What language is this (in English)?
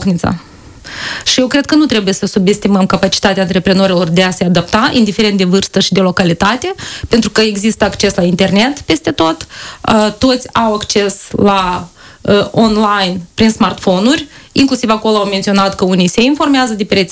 Romanian